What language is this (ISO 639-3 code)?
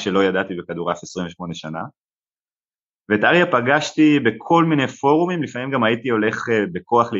heb